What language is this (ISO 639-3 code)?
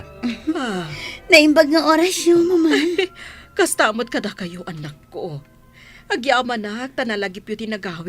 ilo